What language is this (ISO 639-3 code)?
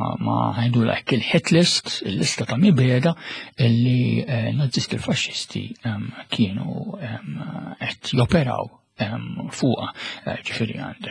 mlt